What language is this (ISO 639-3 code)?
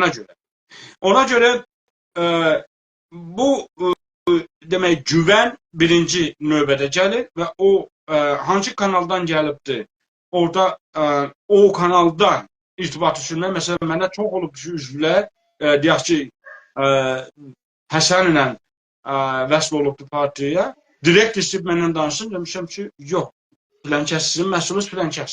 azb